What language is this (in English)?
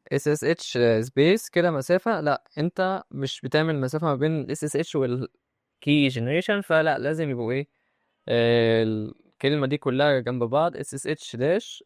Egyptian Arabic